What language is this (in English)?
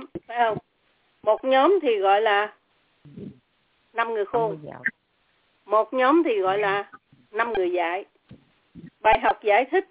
Vietnamese